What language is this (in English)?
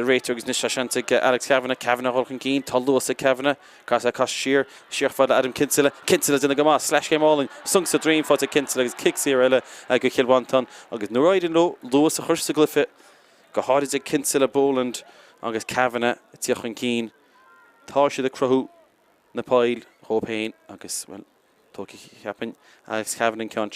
Irish